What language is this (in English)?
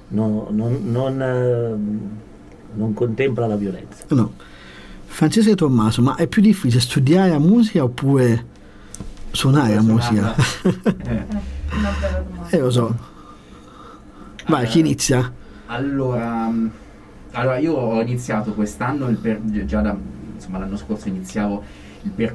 Italian